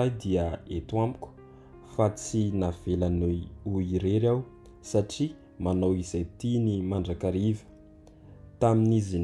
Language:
Malagasy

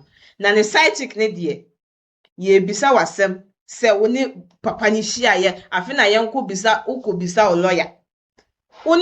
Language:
Akan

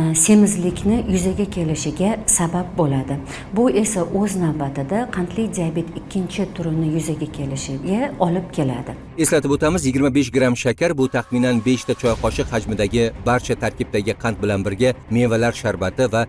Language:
Uzbek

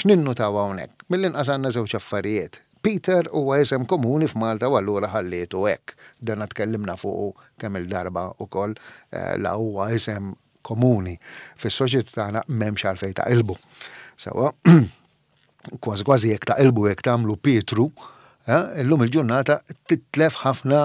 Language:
Maltese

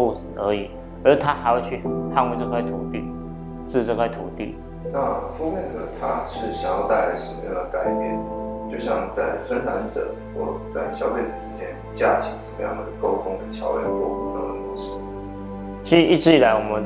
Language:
Chinese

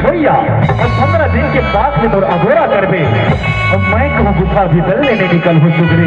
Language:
Chhattisgarhi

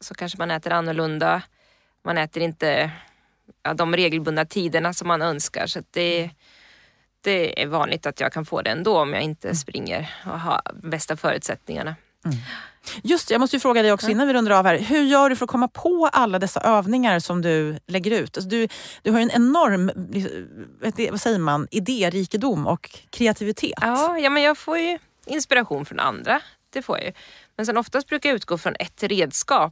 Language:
Swedish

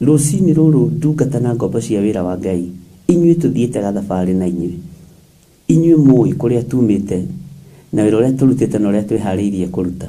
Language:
Kikuyu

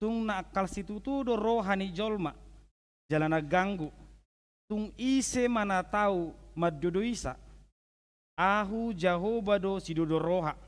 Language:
Batak Toba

